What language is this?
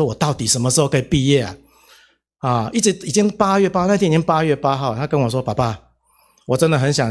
Chinese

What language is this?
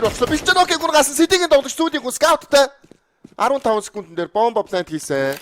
Mongolian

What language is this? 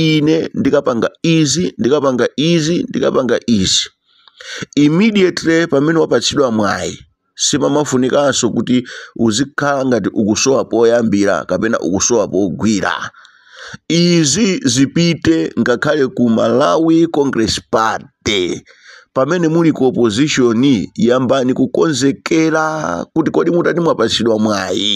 Nyanja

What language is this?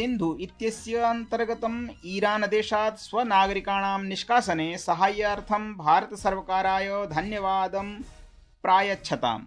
Sanskrit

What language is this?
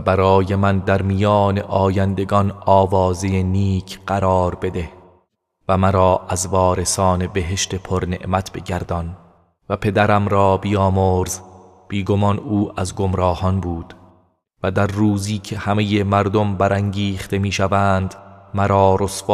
Persian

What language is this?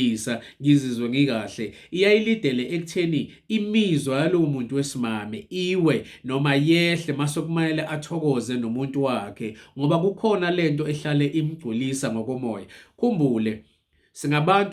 Zulu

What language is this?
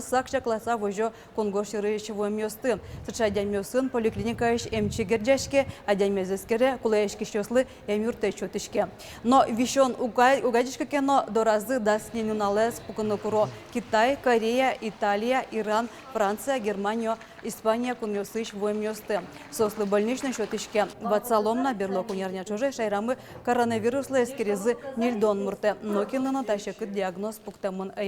Udmurt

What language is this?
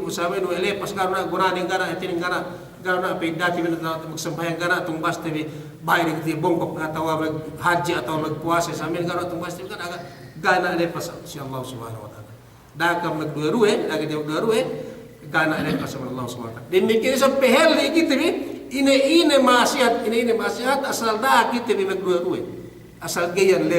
Yakan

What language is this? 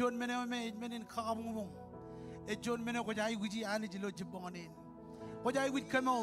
Marshallese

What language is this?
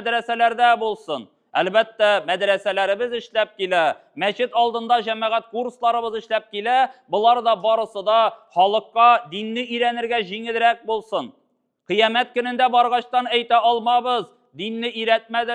Tatar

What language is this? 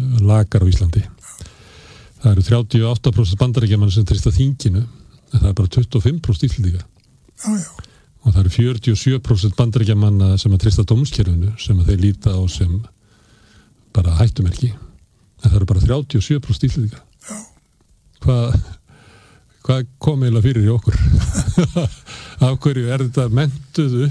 Icelandic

